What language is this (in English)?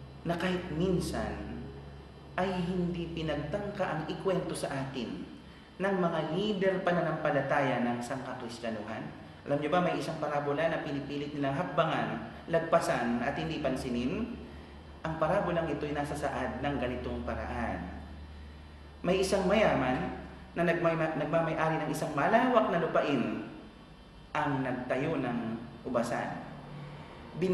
Filipino